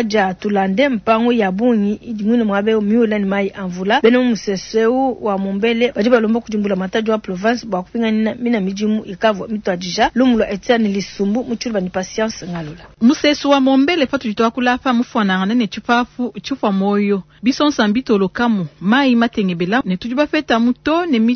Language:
Luba-Lulua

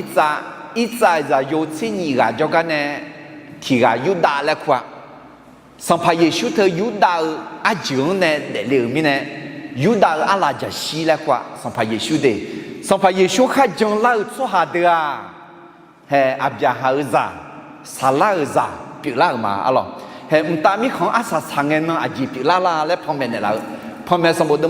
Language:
Akha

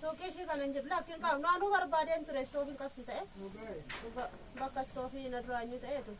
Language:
Oromo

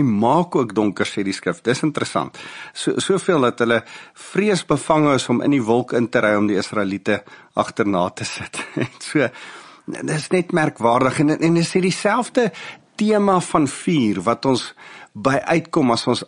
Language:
Afrikaans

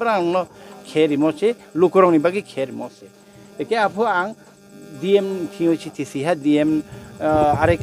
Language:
Riang (India)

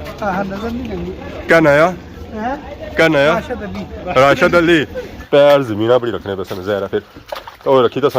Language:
Pahari-Potwari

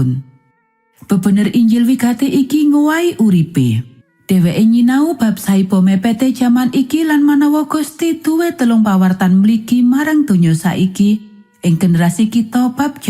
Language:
Javanese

